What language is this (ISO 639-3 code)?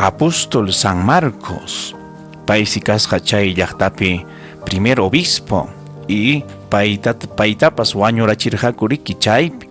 quy